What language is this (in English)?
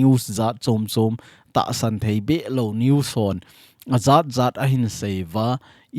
Thado Chin